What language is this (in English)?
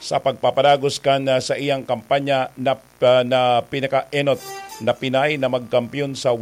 Bikol